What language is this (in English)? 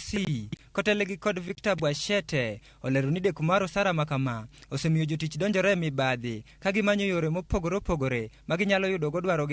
Luo (Kenya and Tanzania)